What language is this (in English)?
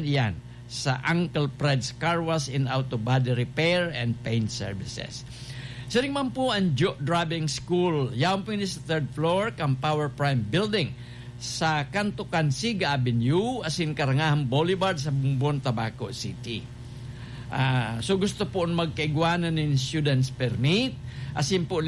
Bikol